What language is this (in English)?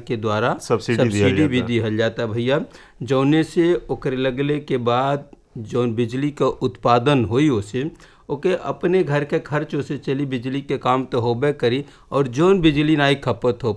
Bhojpuri